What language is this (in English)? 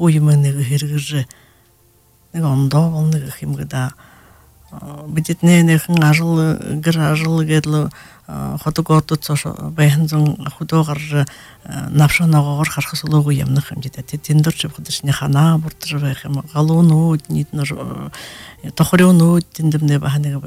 Buriat